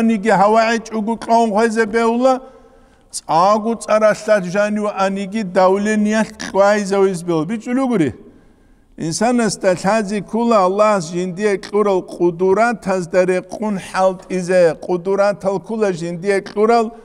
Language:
Avaric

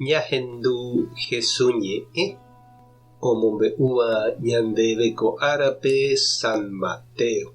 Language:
Guarani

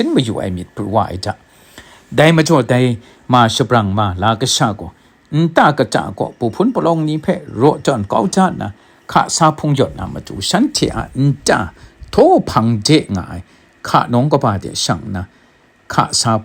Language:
Kachin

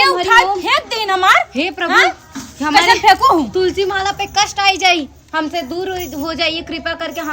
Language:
Awadhi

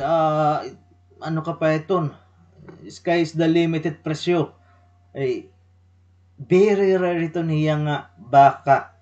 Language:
Waray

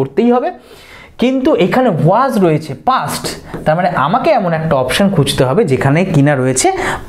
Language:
Bangla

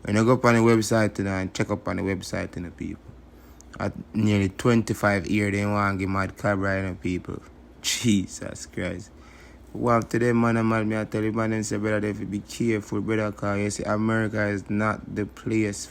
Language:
Jamaican Creole English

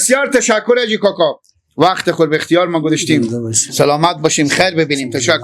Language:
Persian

